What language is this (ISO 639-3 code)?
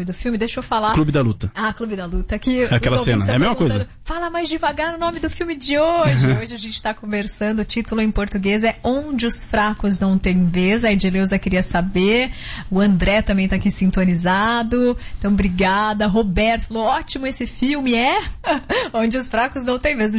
por